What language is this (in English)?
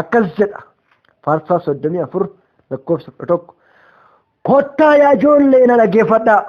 Oromo